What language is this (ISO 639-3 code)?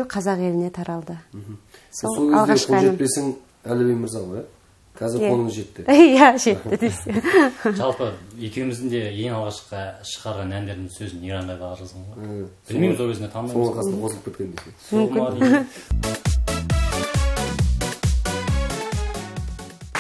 kaz